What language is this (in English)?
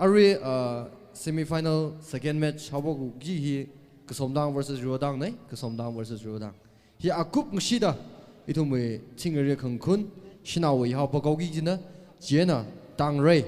Tangkhul Naga (India)